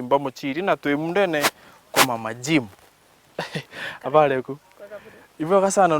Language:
Meru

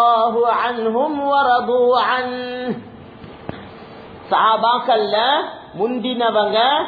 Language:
Tamil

